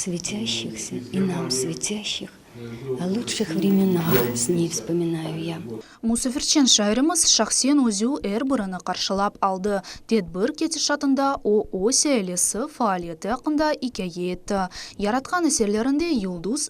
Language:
Crimean Tatar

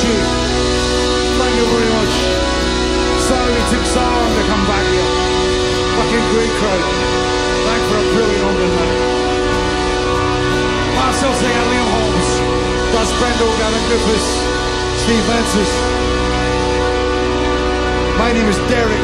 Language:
English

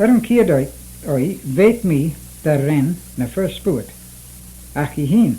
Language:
Manx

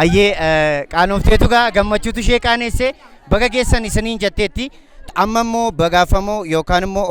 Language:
Oromo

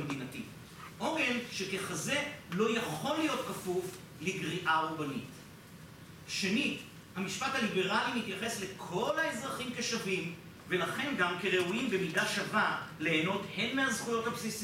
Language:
Hebrew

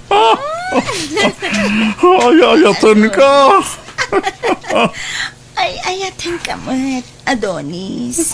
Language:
Iloko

